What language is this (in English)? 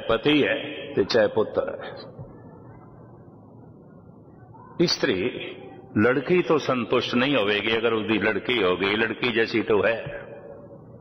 Punjabi